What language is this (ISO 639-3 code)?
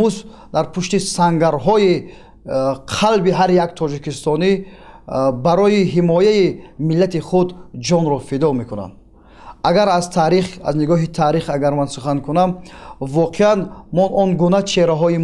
tgk